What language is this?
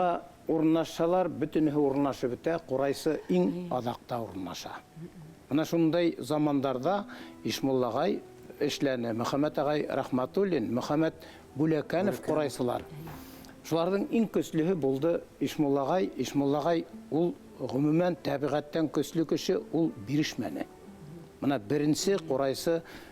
Bashkir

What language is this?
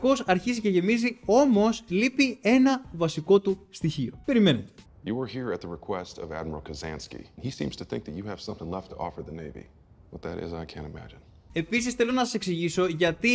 Greek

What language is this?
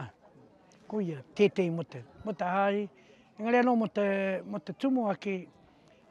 Māori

